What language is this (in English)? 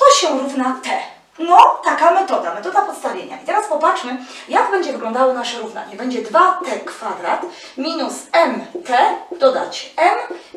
Polish